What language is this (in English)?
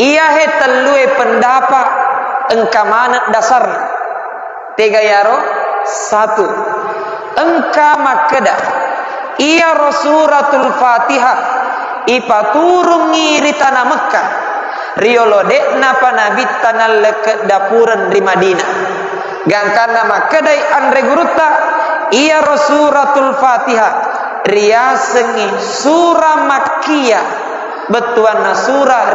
Buginese